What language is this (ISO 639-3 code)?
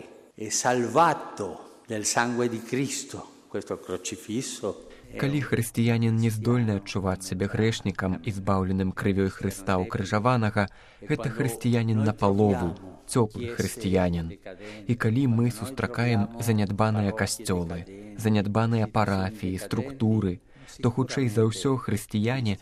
bel